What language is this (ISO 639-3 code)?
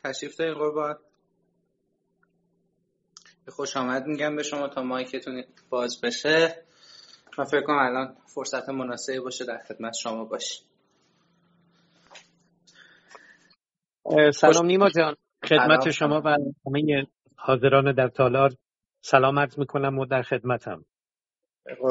fas